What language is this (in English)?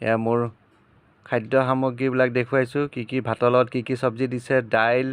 Assamese